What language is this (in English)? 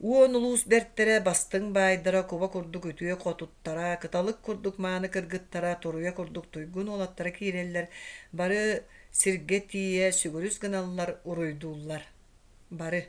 Yakut